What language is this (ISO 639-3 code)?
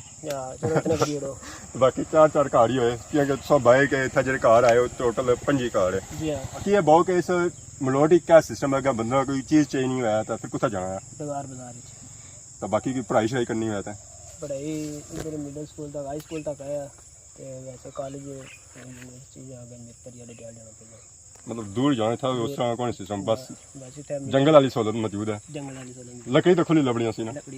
phr